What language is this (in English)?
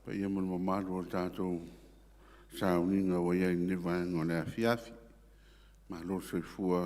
Samoan